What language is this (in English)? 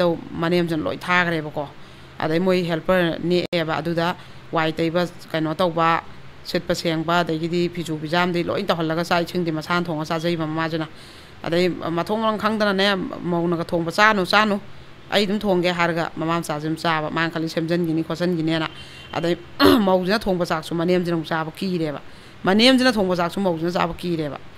Manipuri